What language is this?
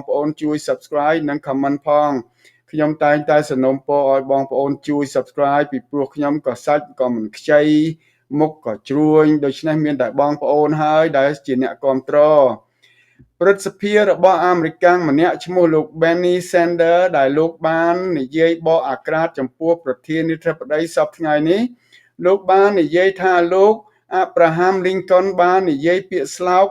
Khmer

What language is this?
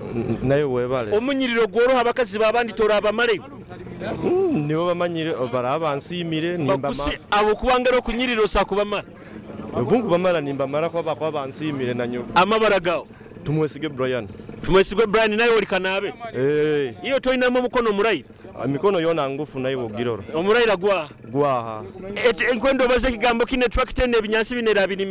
Nyoro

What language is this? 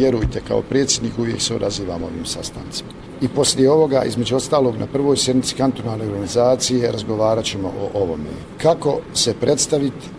Bosnian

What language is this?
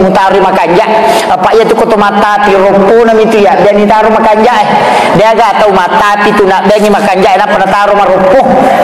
Buginese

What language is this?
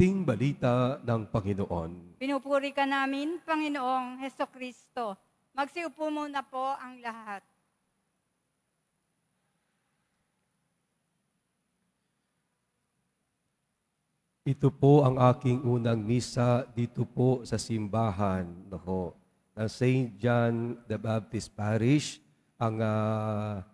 Filipino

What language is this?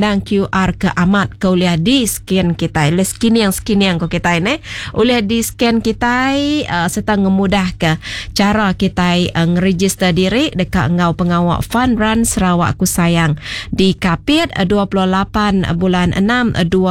Iban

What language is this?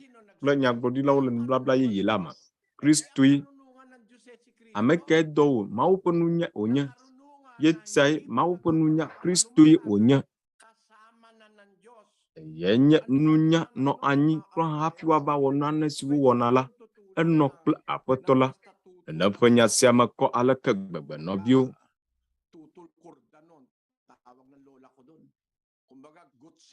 Ewe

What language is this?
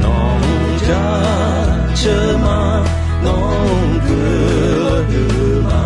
Akha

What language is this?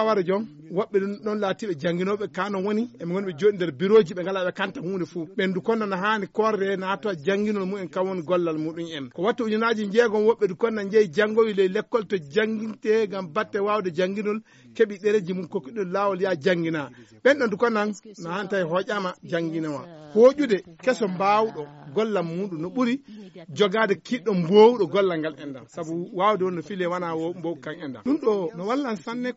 Fula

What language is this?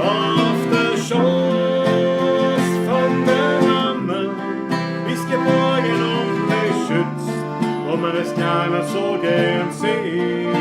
Bavarian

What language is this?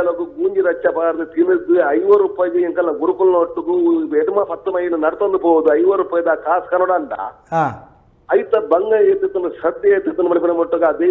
Tulu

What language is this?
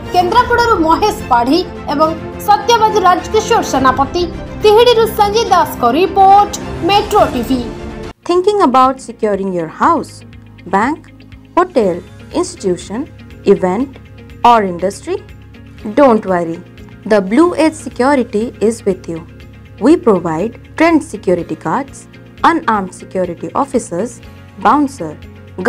Odia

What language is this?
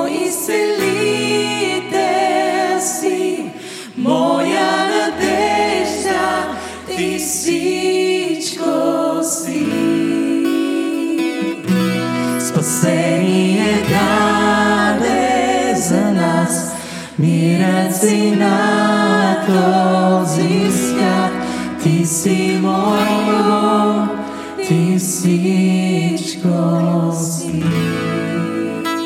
Bulgarian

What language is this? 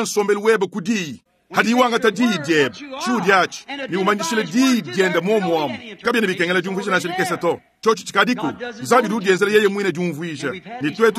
Luba-Lulua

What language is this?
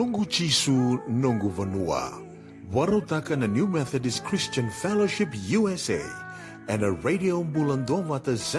Fijian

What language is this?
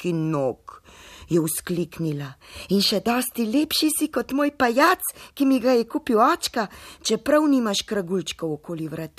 Slovenian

